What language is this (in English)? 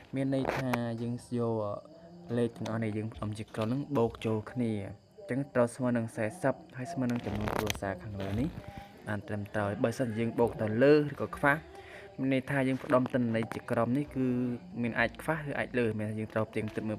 Khmer